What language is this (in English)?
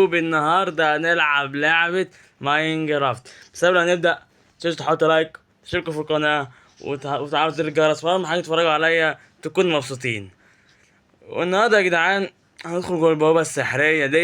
Egyptian Arabic